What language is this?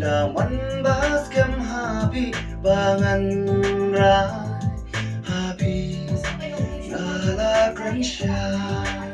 Khasi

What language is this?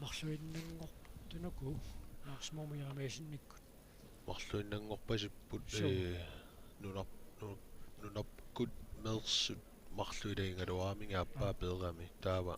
Kalaallisut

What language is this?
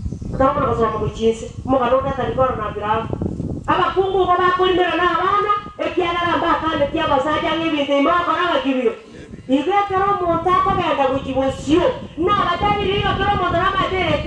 Gusii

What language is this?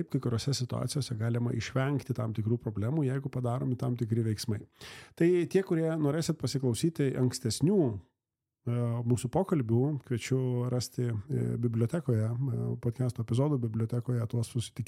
Lithuanian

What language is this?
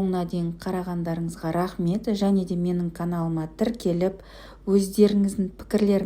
Kazakh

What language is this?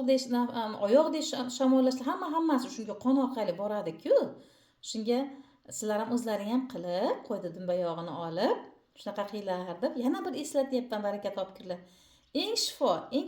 Uzbek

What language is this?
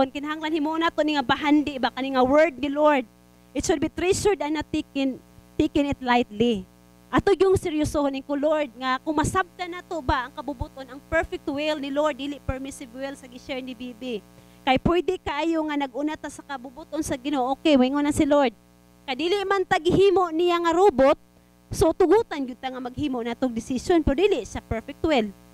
Cebuano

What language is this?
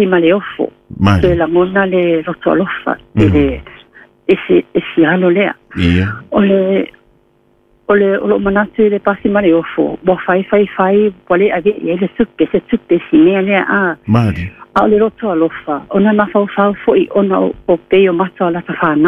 Samoan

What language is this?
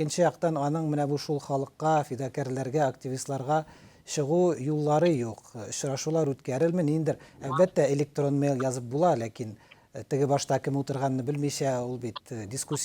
Tatar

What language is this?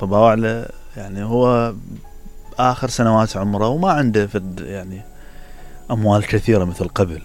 Mesopotamian Arabic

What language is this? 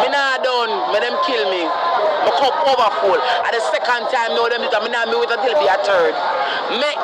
Jamaican Creole English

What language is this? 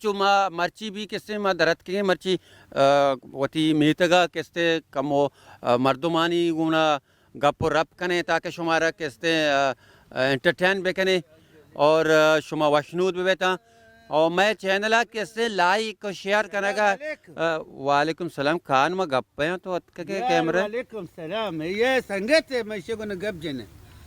Baluchi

